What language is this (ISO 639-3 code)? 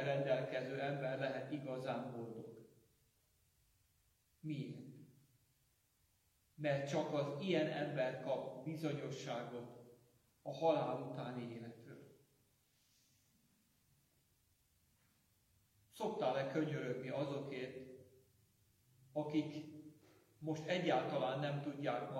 hun